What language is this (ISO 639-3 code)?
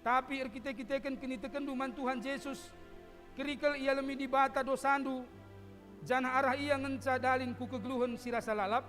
btx